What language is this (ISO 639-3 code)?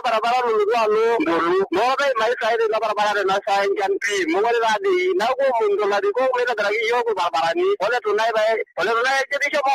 mas